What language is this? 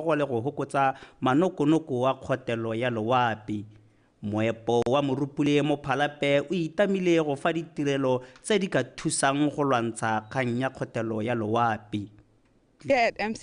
Tswana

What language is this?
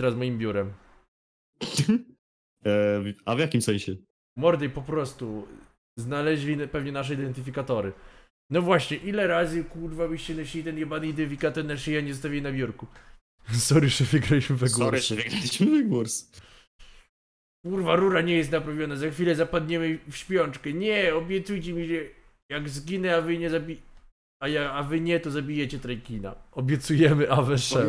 Polish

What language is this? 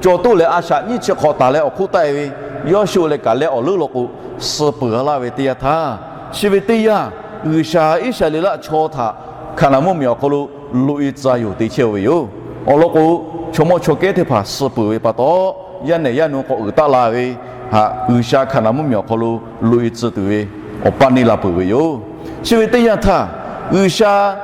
Lahu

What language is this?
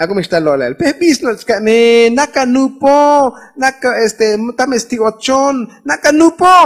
Tzotzil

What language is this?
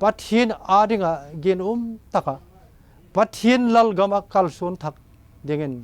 Vaiphei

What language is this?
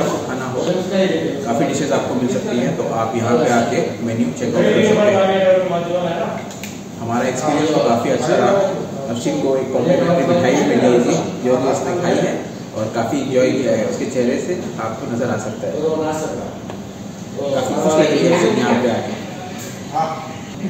Hindi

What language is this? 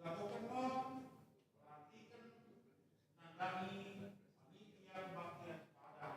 Batak Karo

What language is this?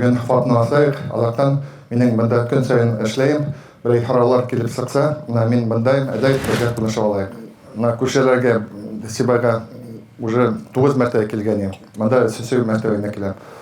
Bashkir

